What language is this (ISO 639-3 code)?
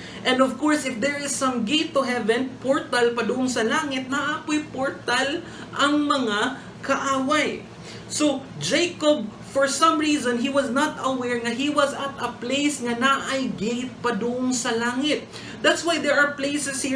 ceb